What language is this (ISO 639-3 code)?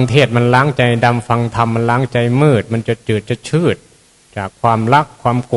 tts